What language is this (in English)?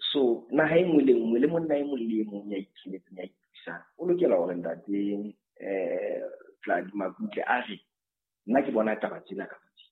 Southern Sotho